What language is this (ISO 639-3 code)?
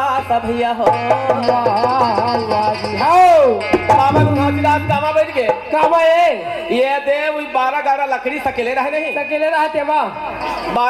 hne